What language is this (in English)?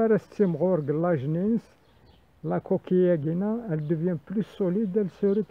Kabyle